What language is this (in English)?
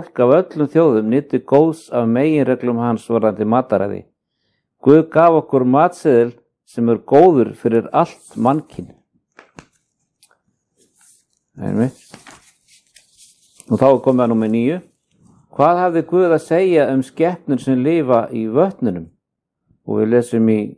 Icelandic